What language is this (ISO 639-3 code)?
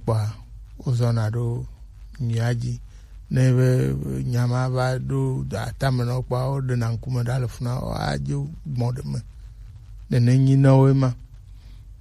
gej